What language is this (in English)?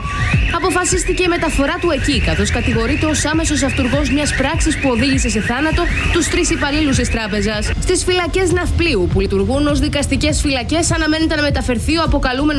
Greek